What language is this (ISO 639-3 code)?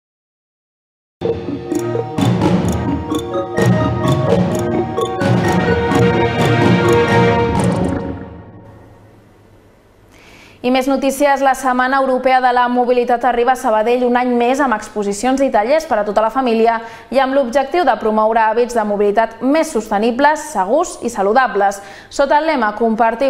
cat